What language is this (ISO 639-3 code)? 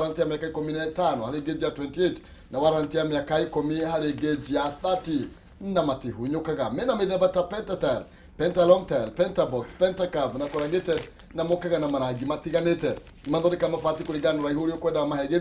kik